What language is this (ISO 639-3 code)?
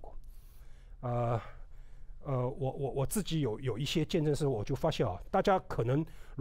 zho